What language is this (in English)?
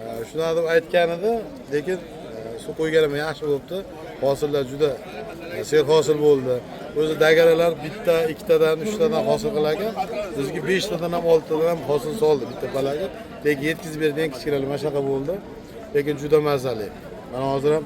Uzbek